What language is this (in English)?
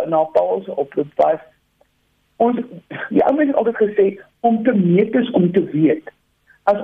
Afrikaans